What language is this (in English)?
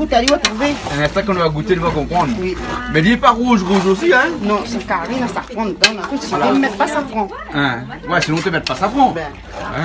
Réunion Creole French